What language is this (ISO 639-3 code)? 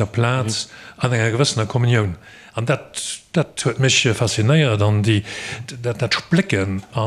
ltz